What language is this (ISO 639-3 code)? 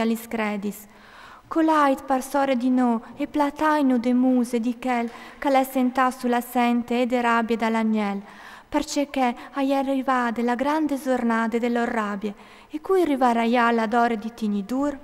fur